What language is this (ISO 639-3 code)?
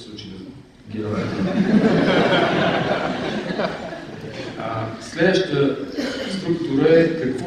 bul